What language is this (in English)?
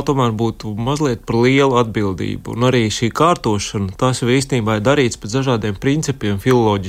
Latvian